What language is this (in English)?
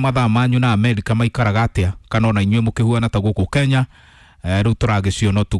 Kikuyu